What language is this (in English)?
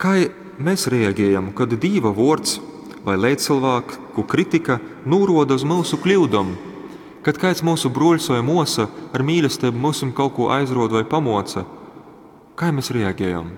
Latgalian